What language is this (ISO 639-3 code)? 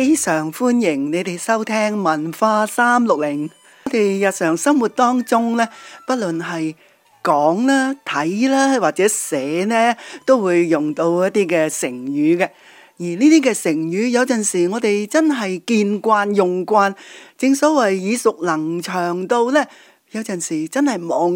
yue